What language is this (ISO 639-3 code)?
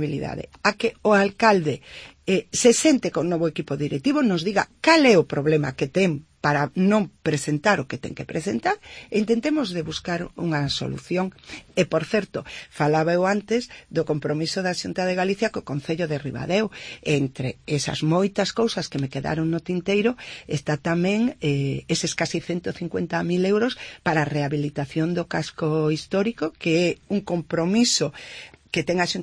glg